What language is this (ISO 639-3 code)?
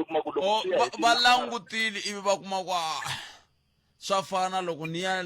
tso